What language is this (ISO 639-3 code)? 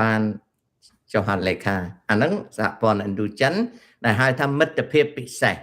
khm